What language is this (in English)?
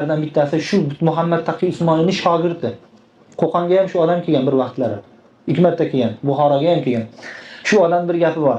Uzbek